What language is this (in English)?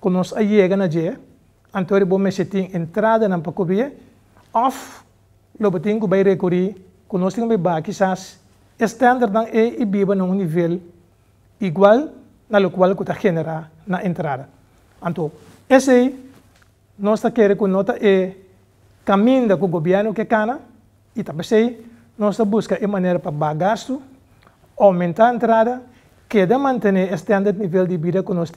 Papiamento